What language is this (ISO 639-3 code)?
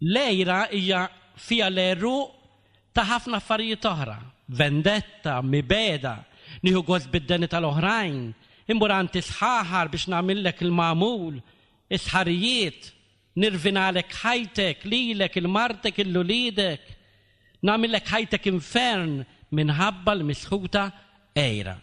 mlt